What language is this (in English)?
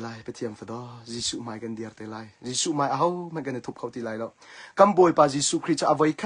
Hakha Chin